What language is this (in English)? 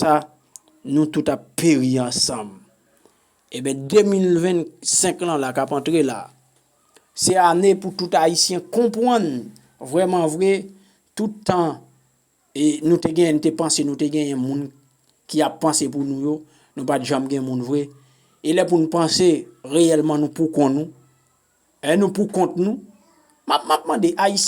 Haitian Creole